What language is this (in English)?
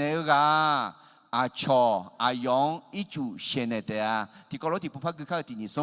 Akha